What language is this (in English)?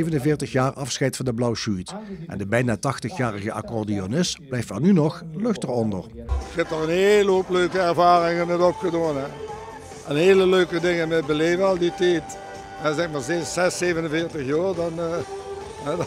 Limburgish